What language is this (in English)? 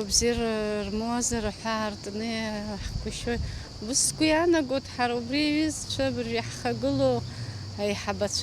Abkhazian